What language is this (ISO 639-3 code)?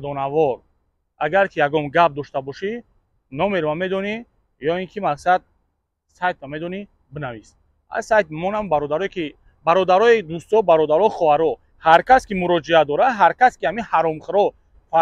tgk